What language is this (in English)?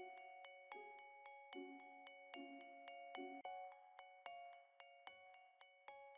Russian